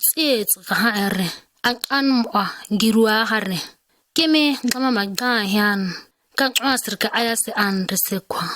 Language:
ǁGana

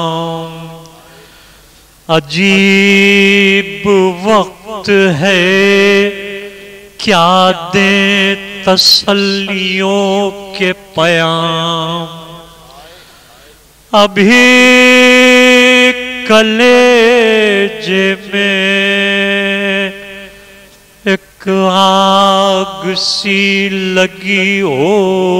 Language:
Urdu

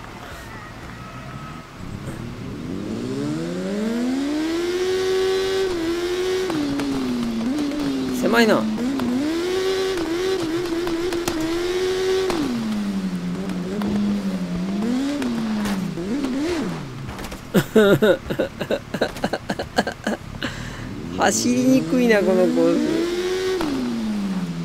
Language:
Japanese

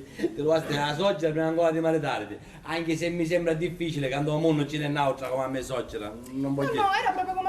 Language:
Sicilian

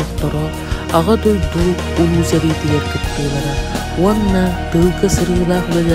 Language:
Yakut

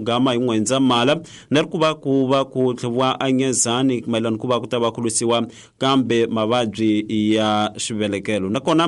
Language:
Tsonga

